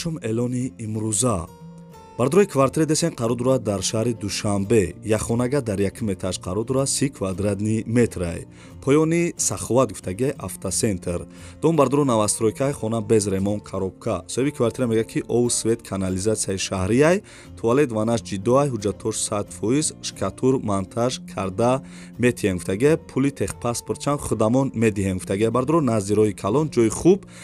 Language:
Tajik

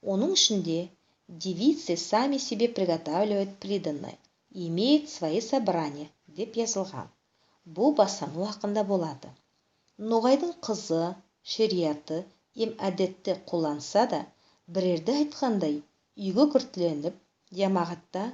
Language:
Nogai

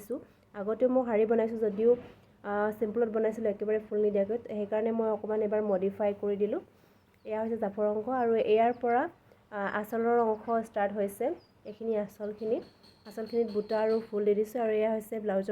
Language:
Assamese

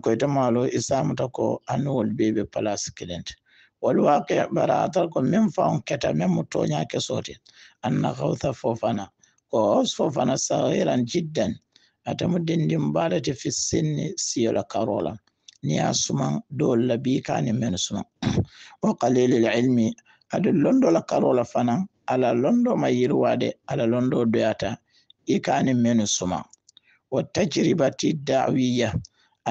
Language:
Hausa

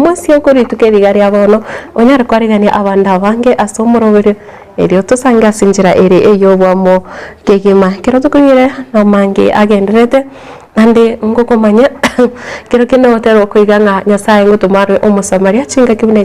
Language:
Gusii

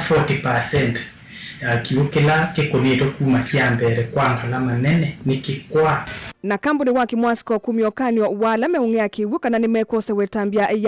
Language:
Kamba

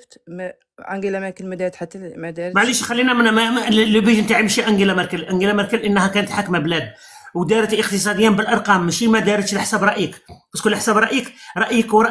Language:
Algerian Arabic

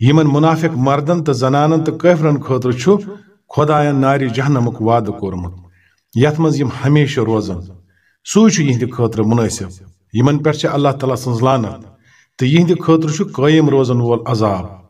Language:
Kashmiri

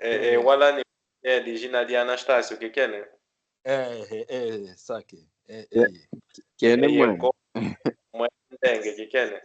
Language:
Kimbundu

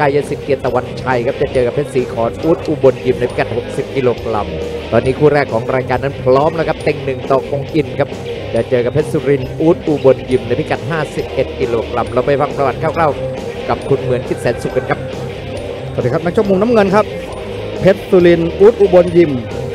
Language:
Thai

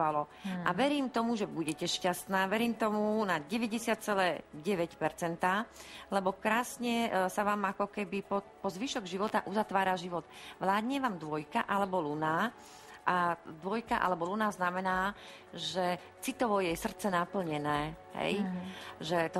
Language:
Slovak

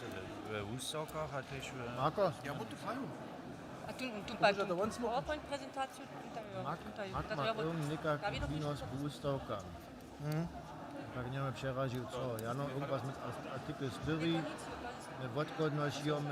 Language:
Upper Sorbian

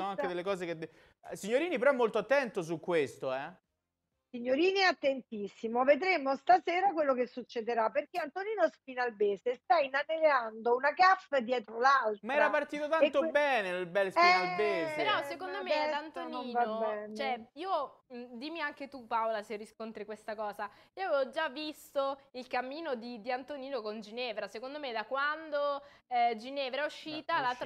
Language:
Italian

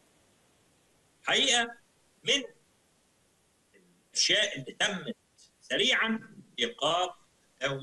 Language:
Egyptian Arabic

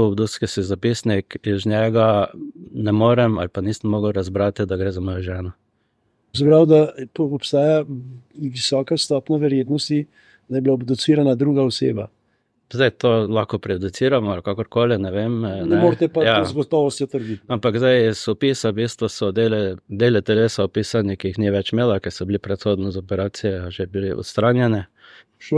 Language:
Slovenian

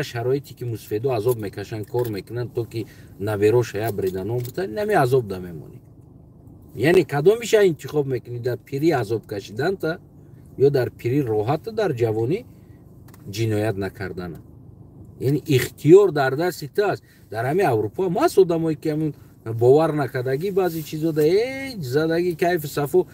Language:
Tajik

